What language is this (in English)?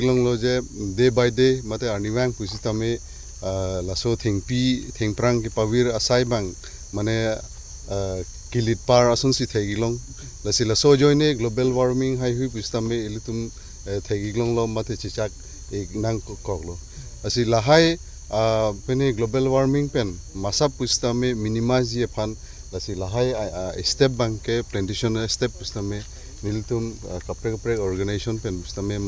Karbi